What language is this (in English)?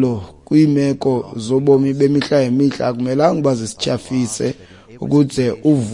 Xhosa